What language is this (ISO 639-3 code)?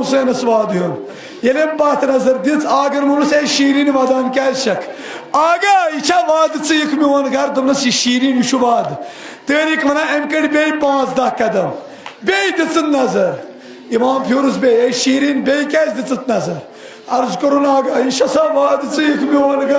kas